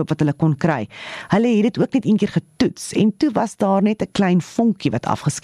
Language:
Afrikaans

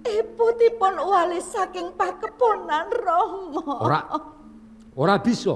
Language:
Javanese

